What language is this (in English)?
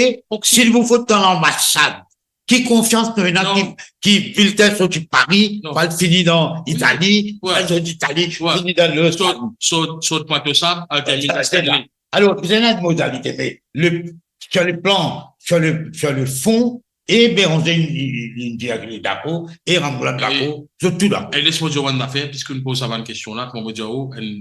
Morisyen